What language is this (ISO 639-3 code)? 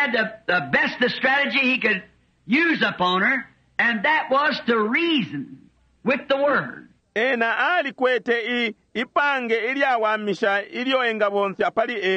bem